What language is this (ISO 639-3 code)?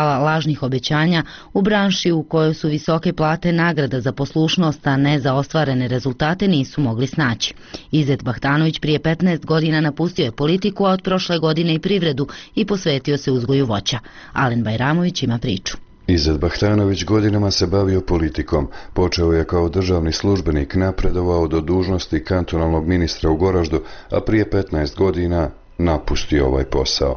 bos